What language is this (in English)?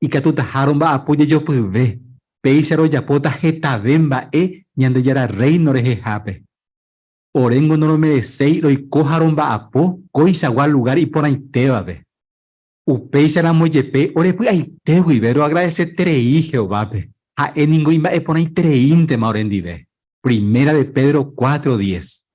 Guarani